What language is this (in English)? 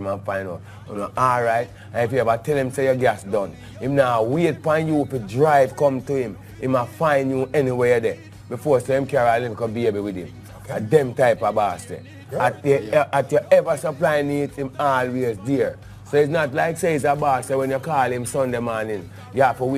Jamaican Creole English